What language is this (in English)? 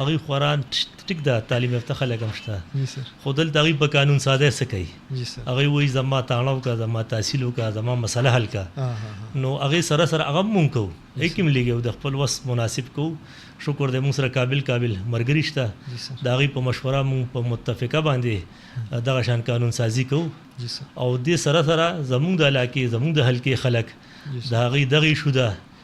Pashto